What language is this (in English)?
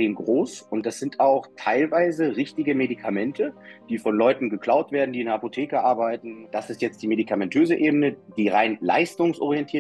Swiss German